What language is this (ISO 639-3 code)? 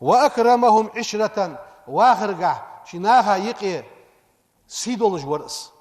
inh